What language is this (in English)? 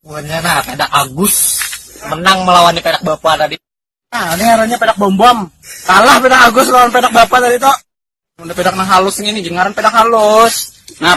Banjar